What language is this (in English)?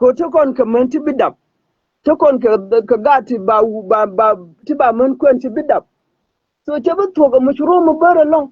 Nuer